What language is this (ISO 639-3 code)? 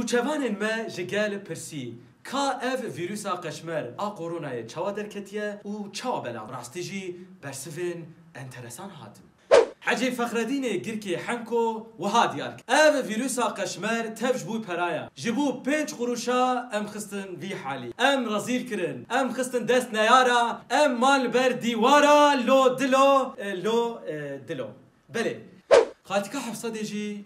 kur